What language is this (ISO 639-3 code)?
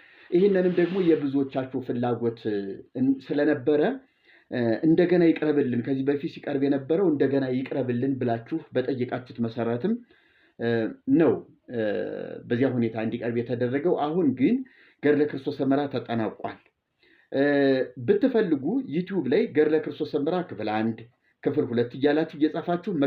amh